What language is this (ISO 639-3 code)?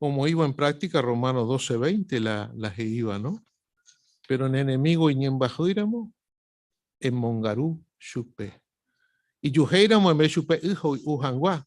grn